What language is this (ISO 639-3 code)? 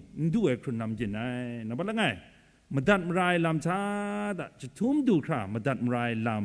kac